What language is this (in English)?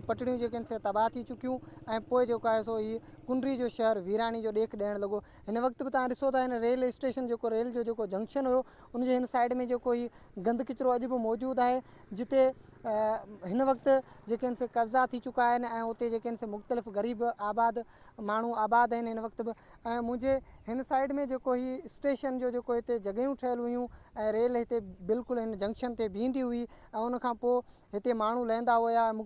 Sindhi